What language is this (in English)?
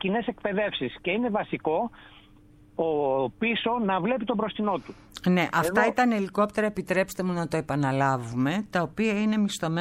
Greek